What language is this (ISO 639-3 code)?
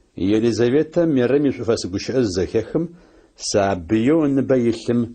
ady